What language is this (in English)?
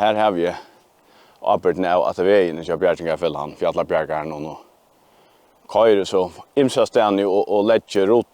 Faroese